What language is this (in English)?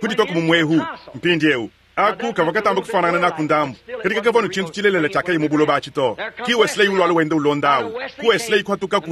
Luba-Lulua